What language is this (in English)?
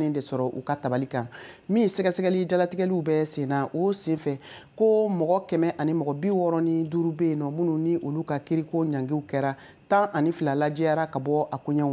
Bambara